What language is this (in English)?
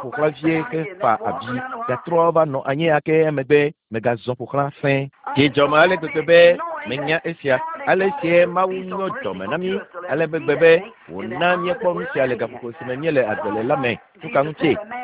Ewe